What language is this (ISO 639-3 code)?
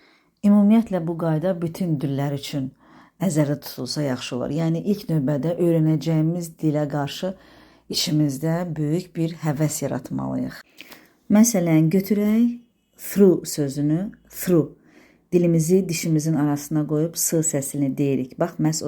aze